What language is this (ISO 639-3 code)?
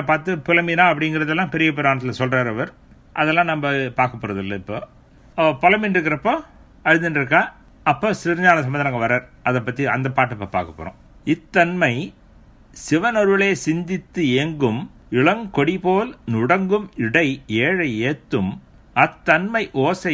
tam